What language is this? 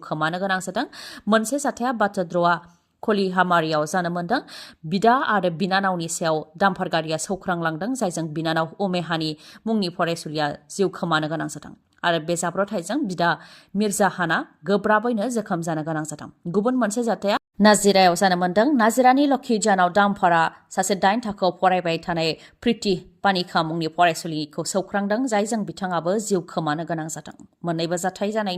Bodo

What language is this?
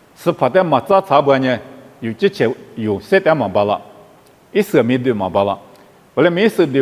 Lisu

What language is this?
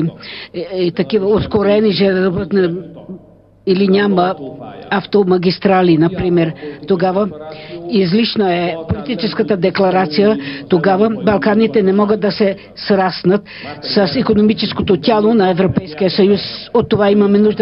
Bulgarian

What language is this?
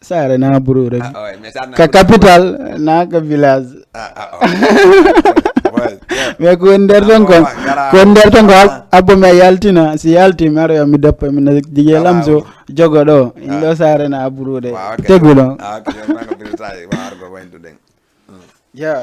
Fula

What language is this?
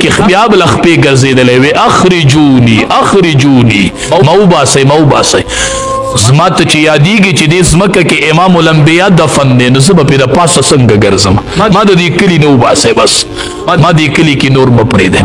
Pashto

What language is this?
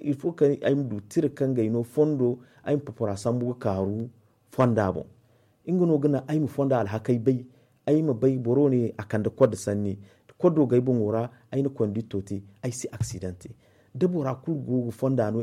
Zarma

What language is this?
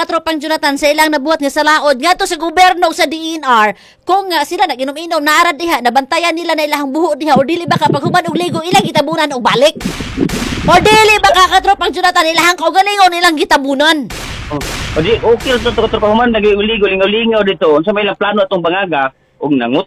Cebuano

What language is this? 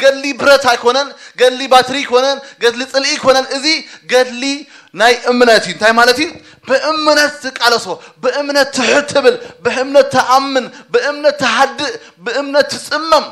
Tigrinya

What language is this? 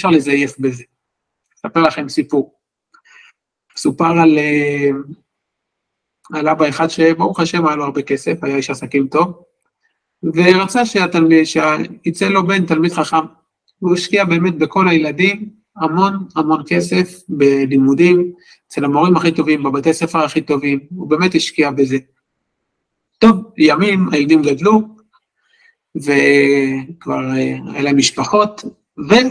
Hebrew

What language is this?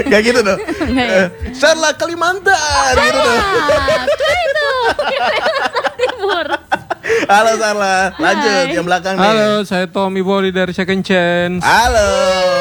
Indonesian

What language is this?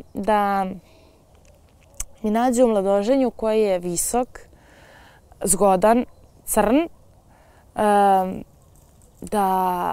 Serbian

